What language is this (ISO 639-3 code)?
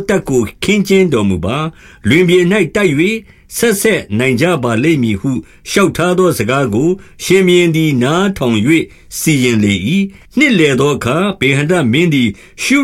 mya